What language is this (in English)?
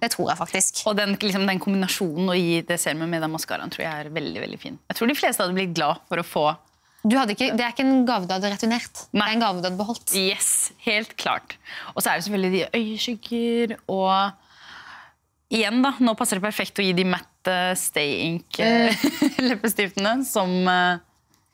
Norwegian